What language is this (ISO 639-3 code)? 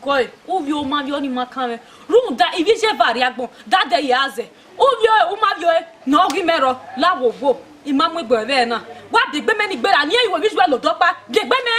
bin